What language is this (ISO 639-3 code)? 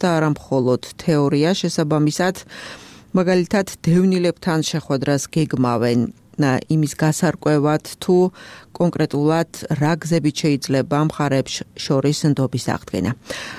kat